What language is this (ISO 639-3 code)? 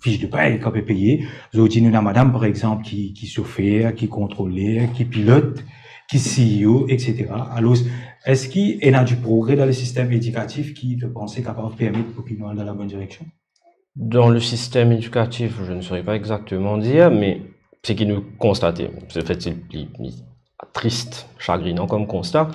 mfe